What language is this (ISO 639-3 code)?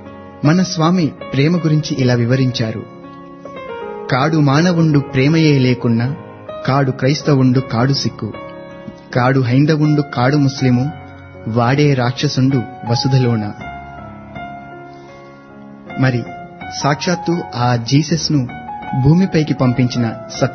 tel